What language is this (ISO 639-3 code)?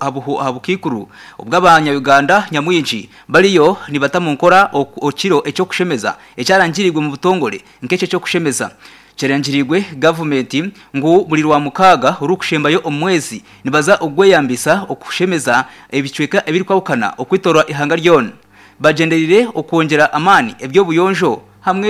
nyn